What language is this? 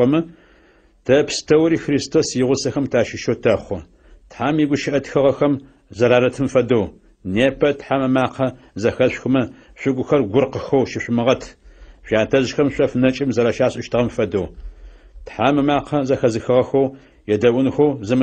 Adyghe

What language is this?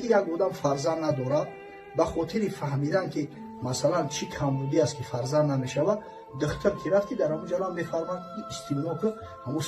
Tajik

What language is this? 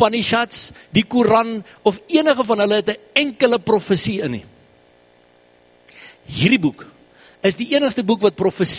Afrikaans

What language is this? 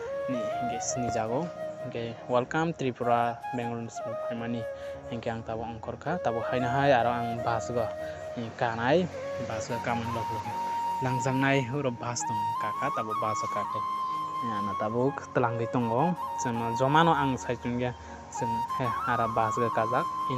Kok Borok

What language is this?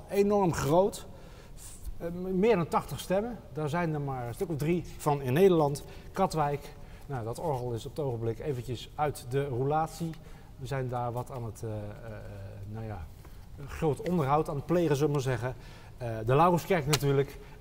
Dutch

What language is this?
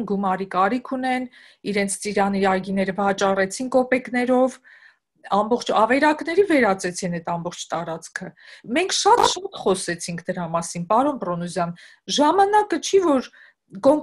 Armenian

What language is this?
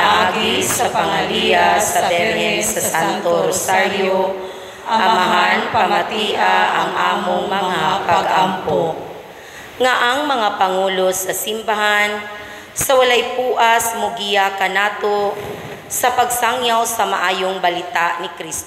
Cebuano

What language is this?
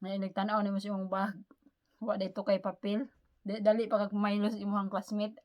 Cebuano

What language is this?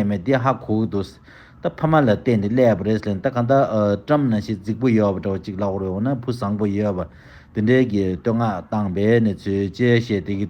Tibetan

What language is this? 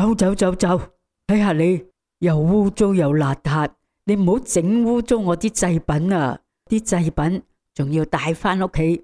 Cantonese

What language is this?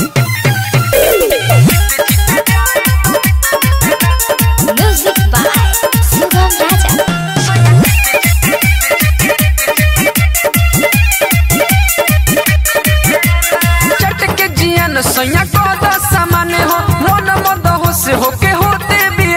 Bhojpuri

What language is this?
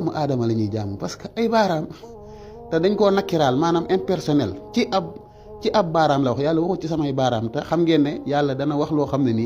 Wolof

